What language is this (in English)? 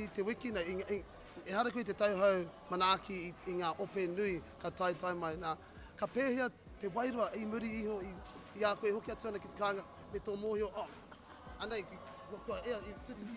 Māori